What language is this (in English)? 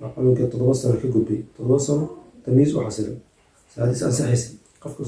Somali